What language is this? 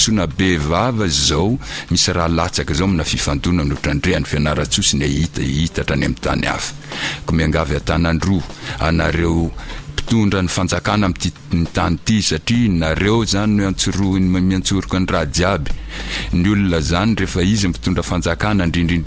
Malagasy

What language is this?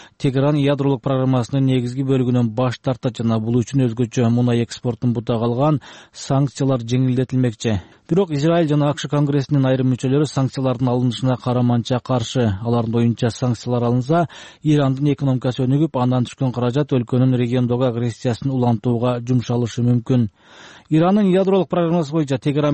Kyrgyz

